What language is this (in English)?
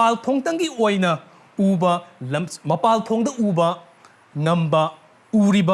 Manipuri